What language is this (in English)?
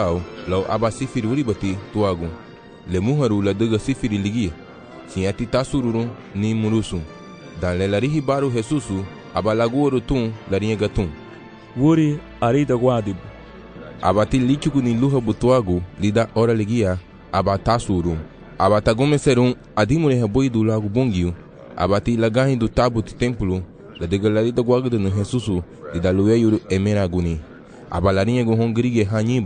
Garifuna